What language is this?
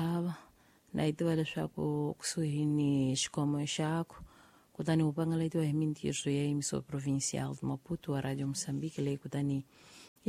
Tsonga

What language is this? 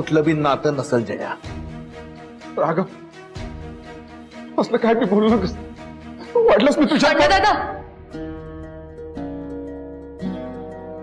Marathi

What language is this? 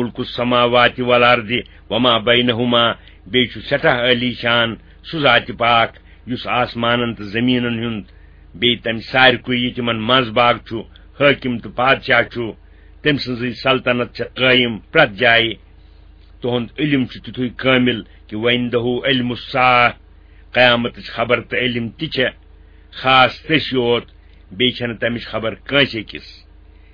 Kashmiri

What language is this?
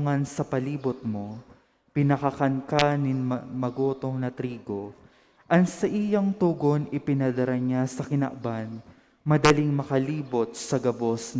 Bikol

